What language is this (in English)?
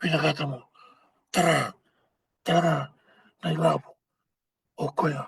Fijian